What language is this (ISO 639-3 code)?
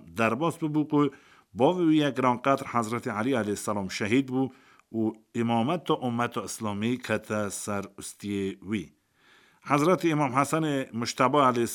kur